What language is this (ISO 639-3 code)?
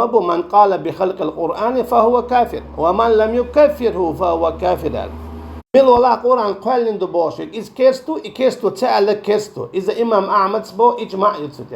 che